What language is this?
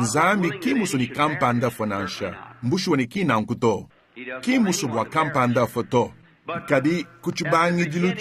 Luba-Lulua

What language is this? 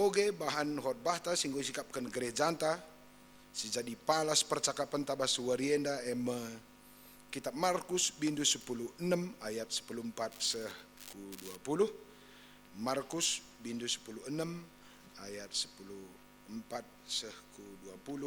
Batak Karo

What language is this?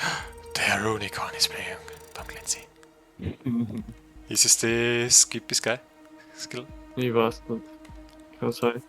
Bavarian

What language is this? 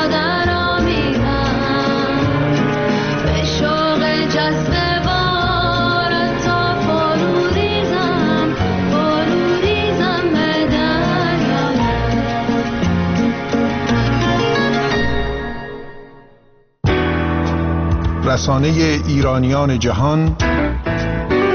Persian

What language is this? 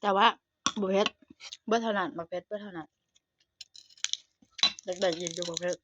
Lao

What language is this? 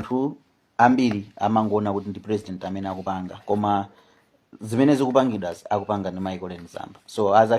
Nyanja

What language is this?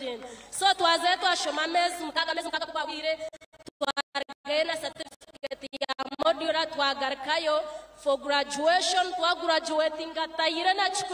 Nyankole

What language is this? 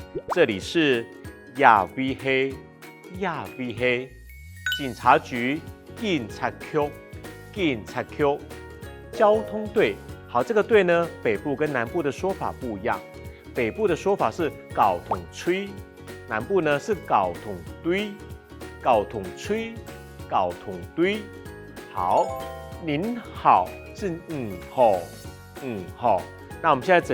Hakka Chinese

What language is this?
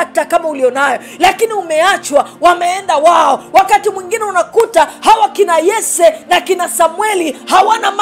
Swahili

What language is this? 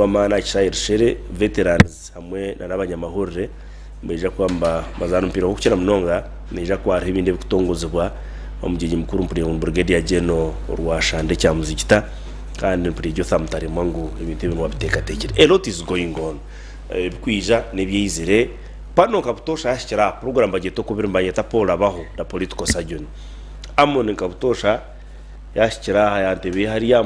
Nyankole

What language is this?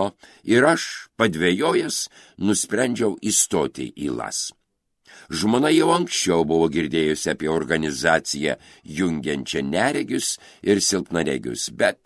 Lithuanian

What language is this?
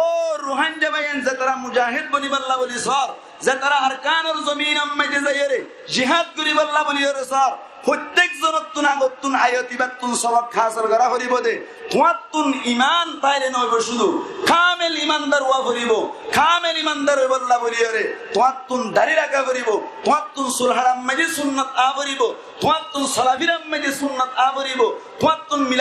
Rohingya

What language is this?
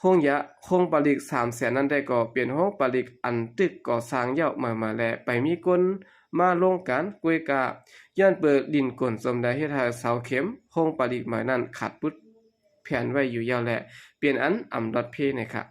Shan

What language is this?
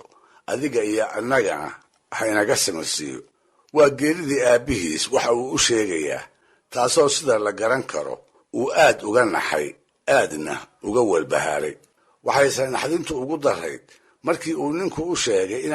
Somali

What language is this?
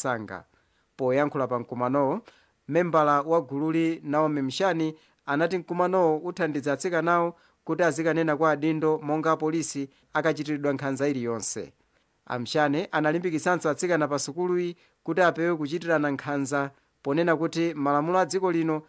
Nyanja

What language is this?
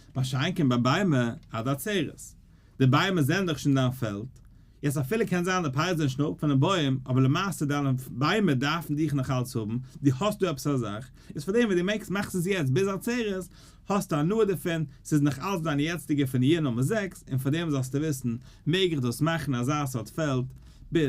Yiddish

